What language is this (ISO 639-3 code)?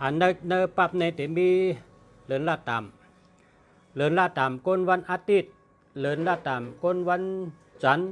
shn